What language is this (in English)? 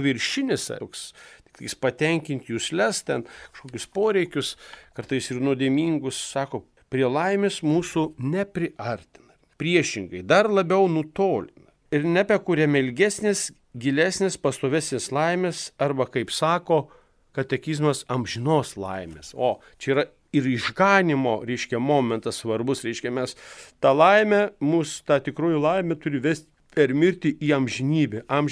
Lithuanian